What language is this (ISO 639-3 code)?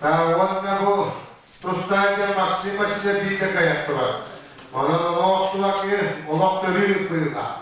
sah